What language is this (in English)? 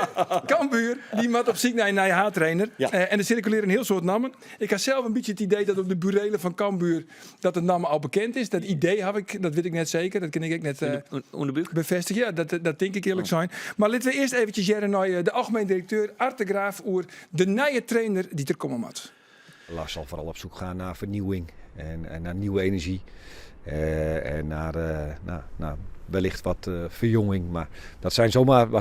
Western Frisian